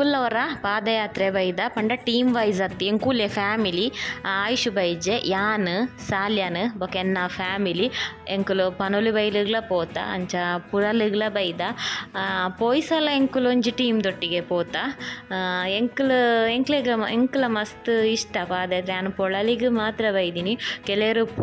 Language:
Tulu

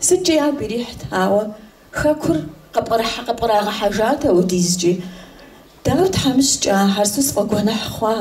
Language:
Kabardian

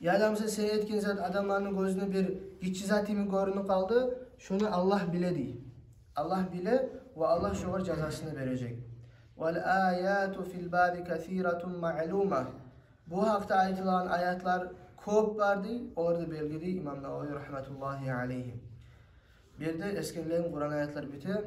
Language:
Kumyk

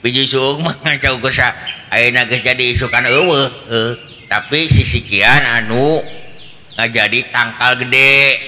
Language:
Sundanese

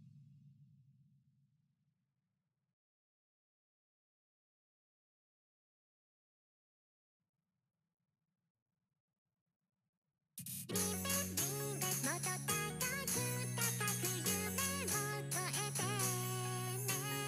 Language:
Japanese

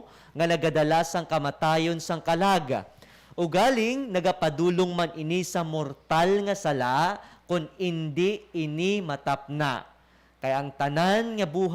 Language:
Hiligaynon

